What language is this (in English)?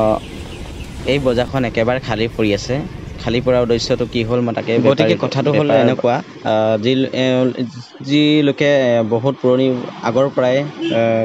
Assamese